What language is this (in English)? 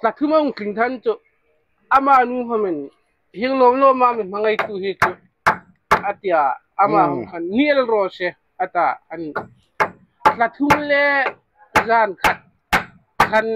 Hmar